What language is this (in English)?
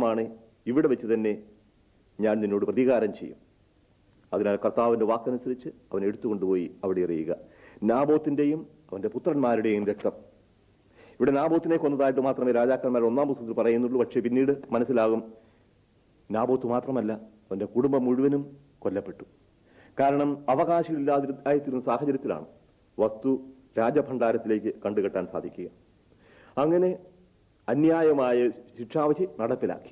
Malayalam